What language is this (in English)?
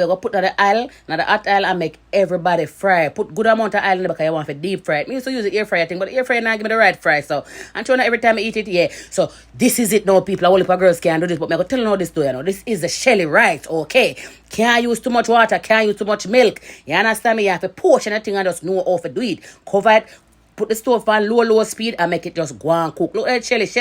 Jamaican Creole English